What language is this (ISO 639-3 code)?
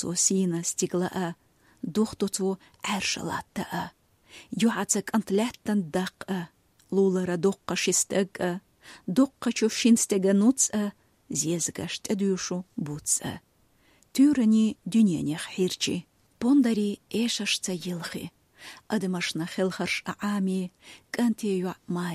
che